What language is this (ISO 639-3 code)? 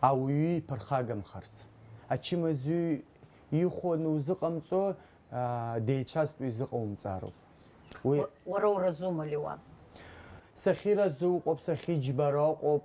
abk